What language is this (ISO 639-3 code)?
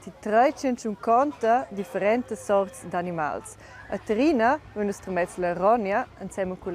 roh